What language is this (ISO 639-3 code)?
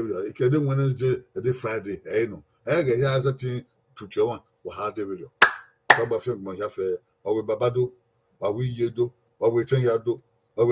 bin